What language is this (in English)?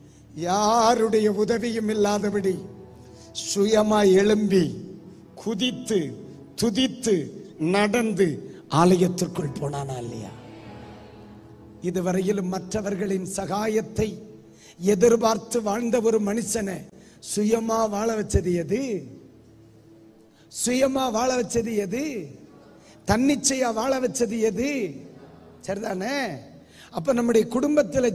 Tamil